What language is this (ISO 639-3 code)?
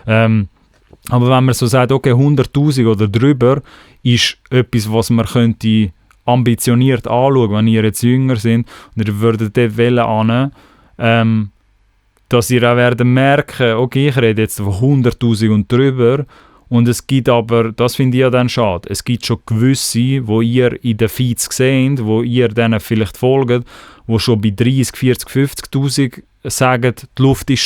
gsw